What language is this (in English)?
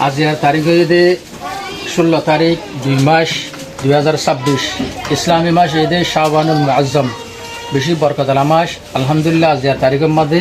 Rohingya